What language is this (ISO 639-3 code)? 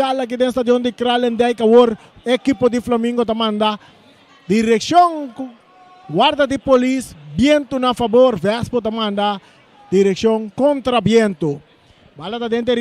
pap